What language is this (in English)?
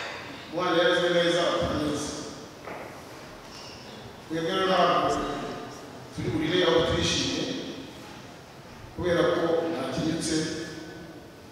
Kinyarwanda